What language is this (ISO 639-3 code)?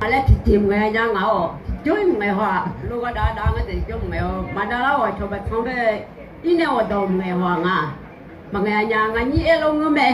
ahk